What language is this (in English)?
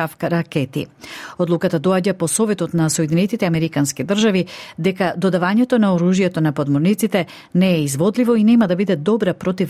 Macedonian